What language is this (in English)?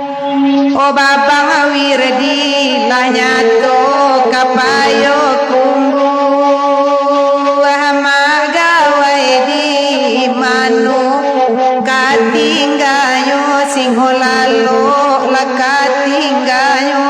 Minangkabau